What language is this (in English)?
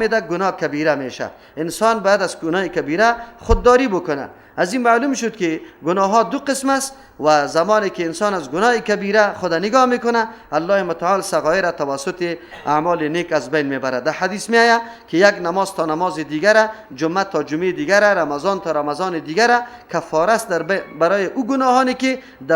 Persian